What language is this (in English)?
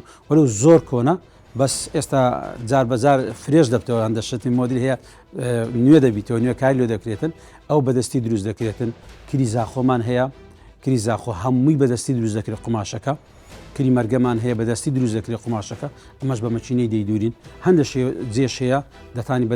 Central Kurdish